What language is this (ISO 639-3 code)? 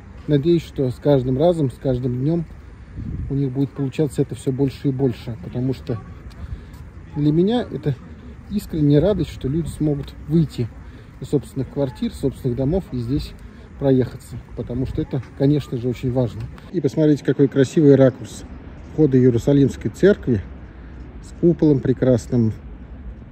rus